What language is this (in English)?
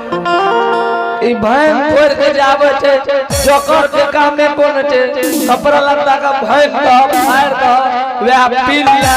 Angika